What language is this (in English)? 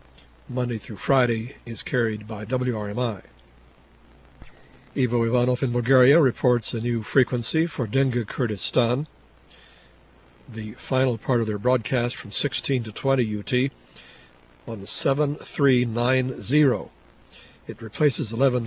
English